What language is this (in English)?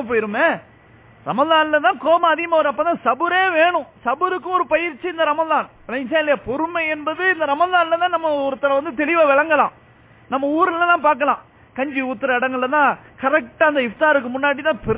Tamil